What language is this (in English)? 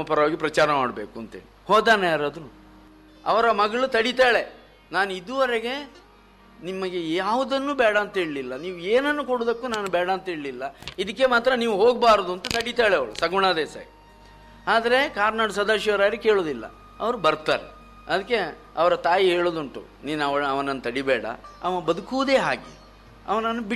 Kannada